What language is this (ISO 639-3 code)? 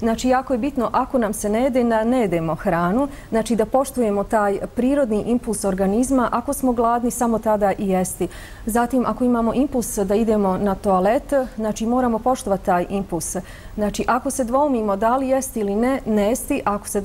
bos